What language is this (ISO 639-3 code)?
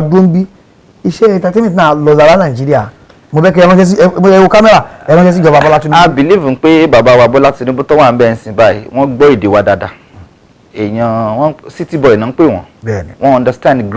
yor